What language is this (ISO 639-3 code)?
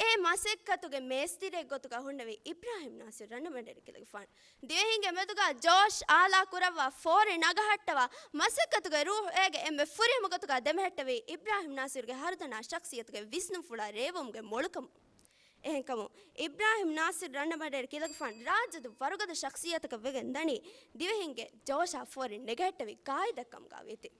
div